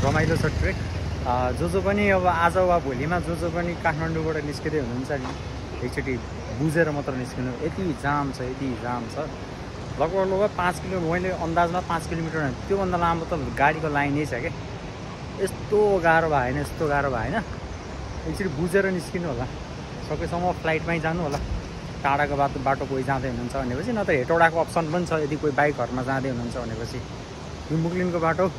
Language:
Nepali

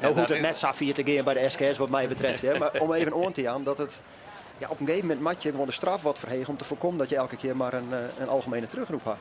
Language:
Western Frisian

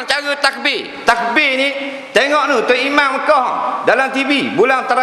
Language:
Malay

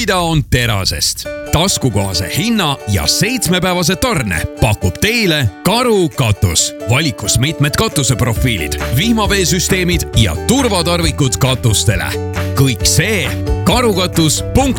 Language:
Estonian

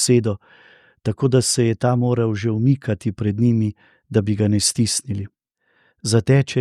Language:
Slovenian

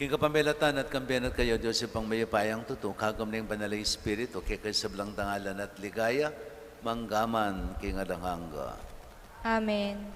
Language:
Pampanga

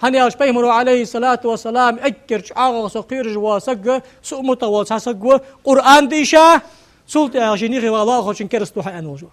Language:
Ingush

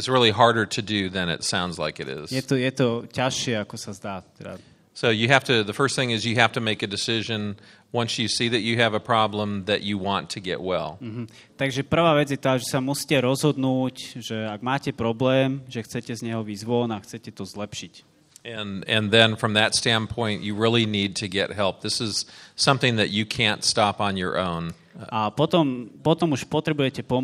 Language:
Slovak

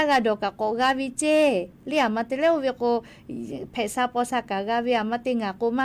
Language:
Lahu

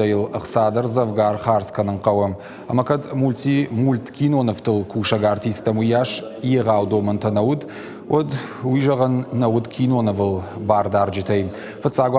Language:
Ossetic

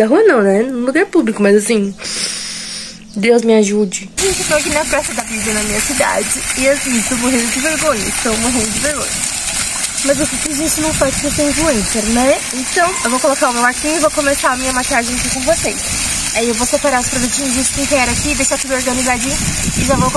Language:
Portuguese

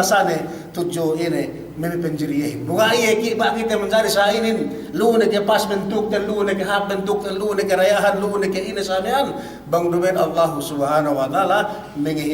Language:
Yakan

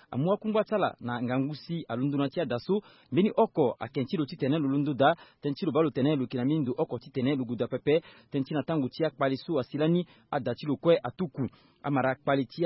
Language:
Sango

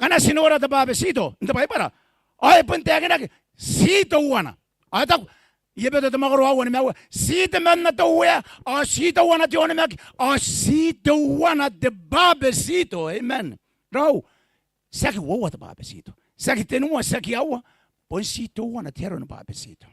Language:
Gilbertese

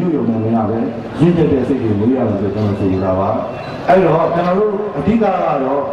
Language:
Burmese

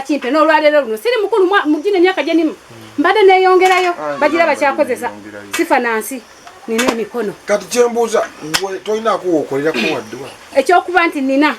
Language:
Ganda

